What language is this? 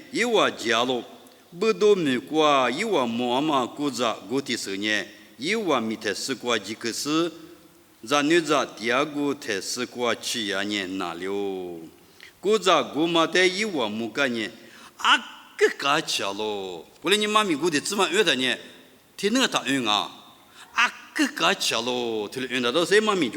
Lisu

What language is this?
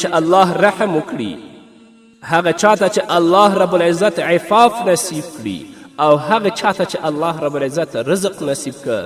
Pashto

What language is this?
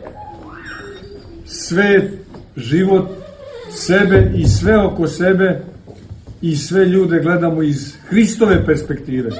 Serbian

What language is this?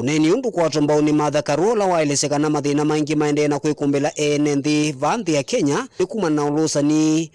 Kamba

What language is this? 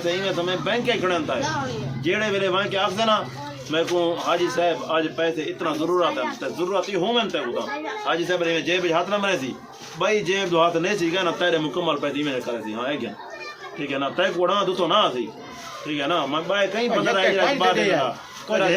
Saraiki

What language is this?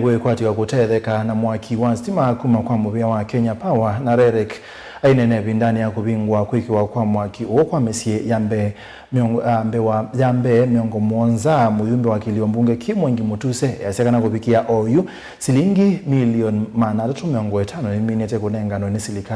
Kamba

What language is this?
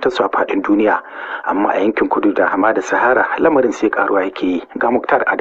Hausa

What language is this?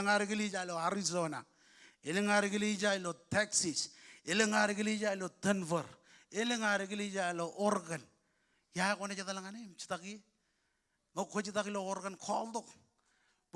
Marshallese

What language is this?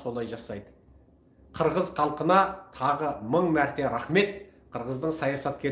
Kazakh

